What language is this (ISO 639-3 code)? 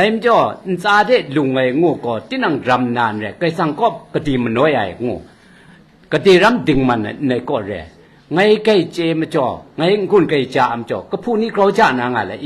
kac